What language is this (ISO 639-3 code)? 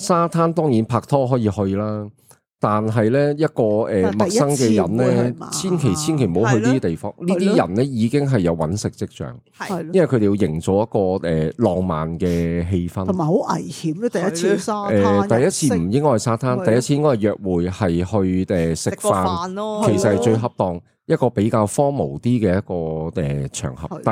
yue